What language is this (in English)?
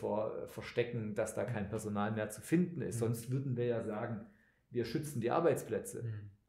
German